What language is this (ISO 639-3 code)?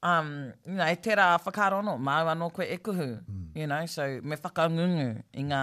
mri